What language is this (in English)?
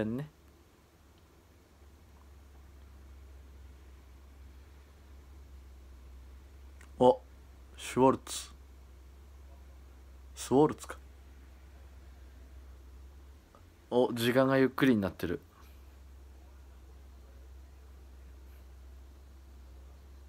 Japanese